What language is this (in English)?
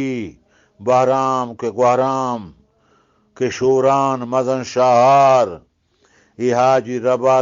Eastern Balochi